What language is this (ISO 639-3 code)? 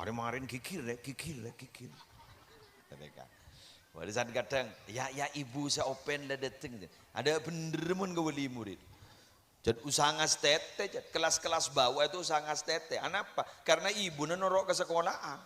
mad